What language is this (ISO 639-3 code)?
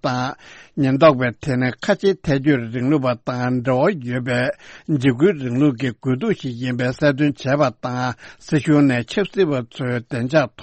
bod